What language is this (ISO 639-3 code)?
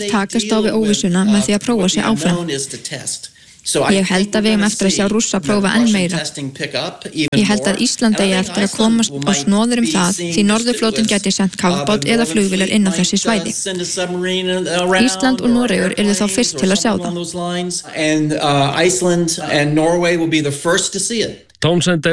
isl